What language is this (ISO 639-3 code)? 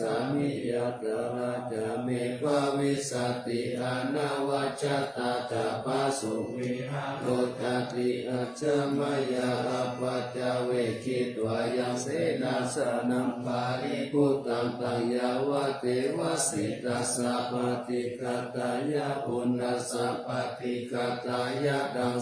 pli